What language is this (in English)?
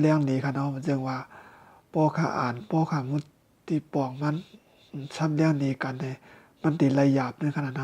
Shan